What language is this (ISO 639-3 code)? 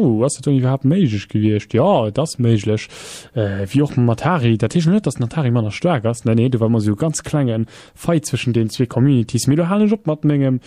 ltz